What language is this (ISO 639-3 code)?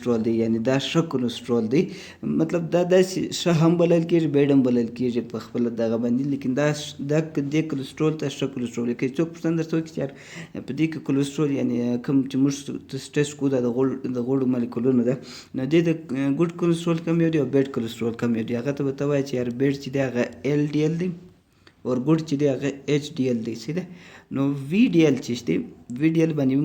pus